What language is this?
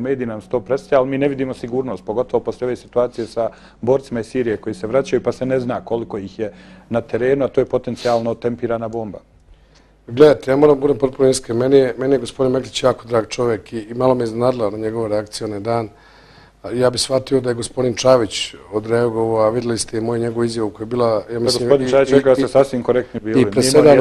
Bosnian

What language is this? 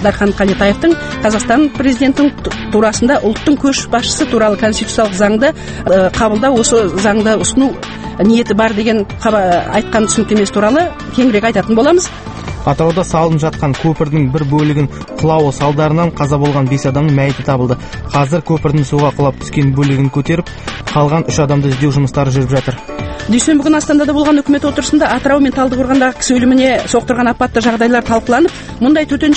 Kazakh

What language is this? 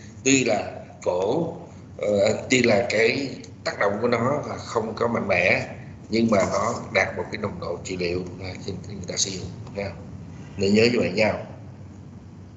Vietnamese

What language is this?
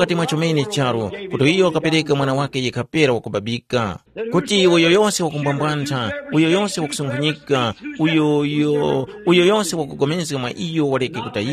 Tumbuka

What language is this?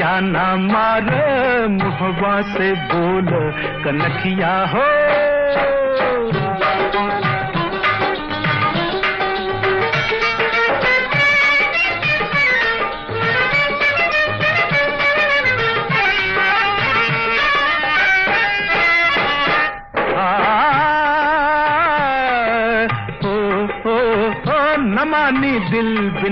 Bhojpuri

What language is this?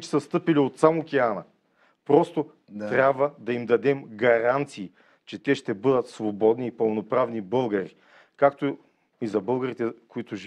Bulgarian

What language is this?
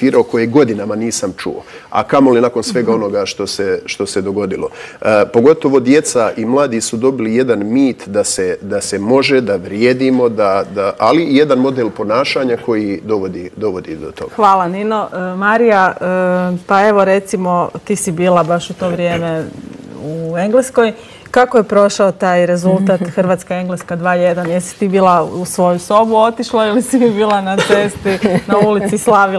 Croatian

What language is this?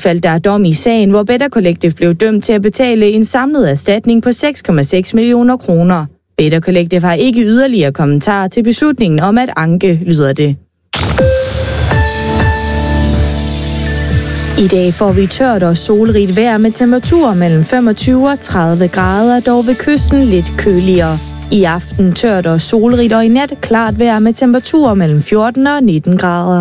Danish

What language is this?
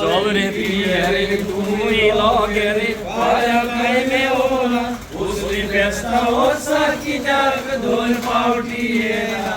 Konkani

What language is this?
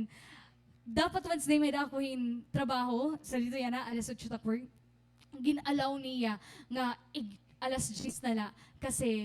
Waray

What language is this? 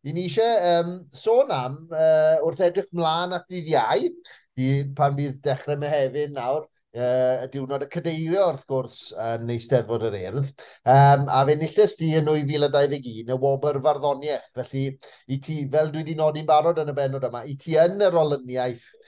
Welsh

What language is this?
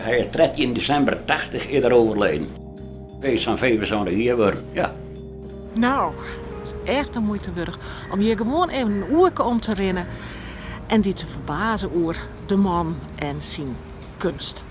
Western Frisian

